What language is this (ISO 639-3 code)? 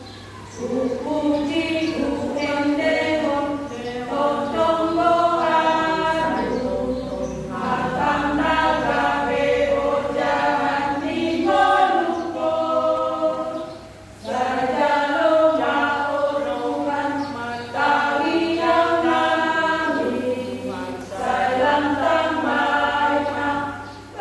bbc